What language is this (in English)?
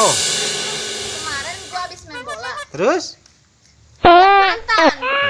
Betawi